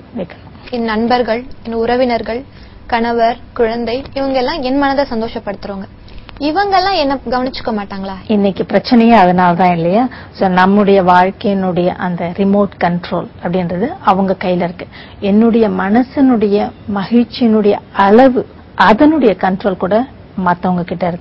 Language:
Tamil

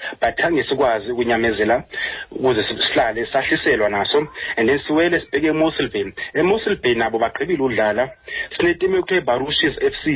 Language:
Xhosa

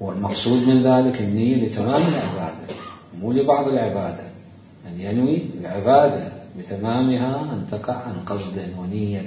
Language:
Mesopotamian Arabic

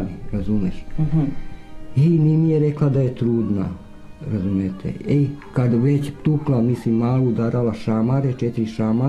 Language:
Serbian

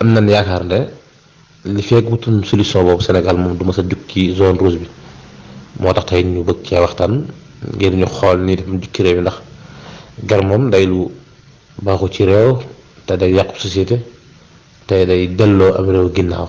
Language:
Wolof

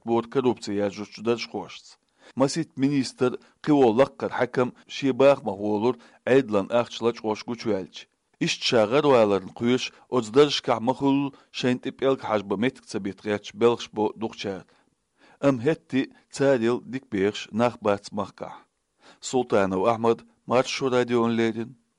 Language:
Chechen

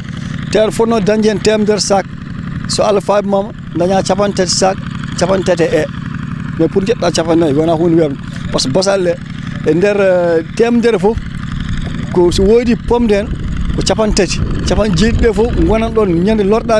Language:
Fula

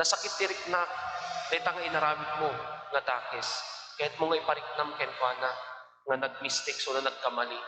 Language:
Iloko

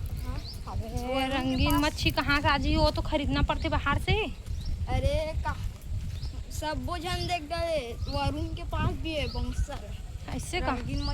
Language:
Chhattisgarhi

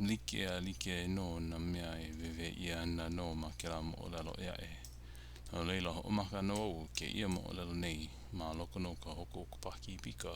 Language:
Hawaiian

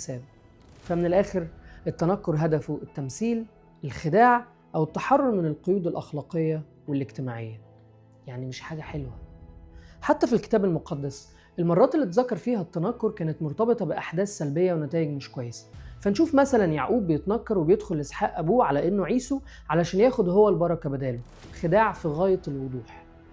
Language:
Egyptian Arabic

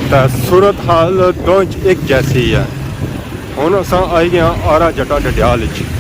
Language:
Pahari-Potwari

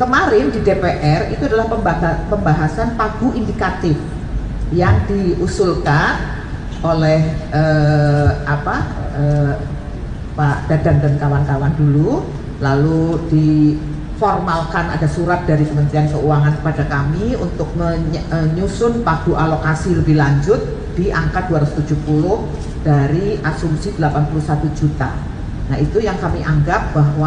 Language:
Indonesian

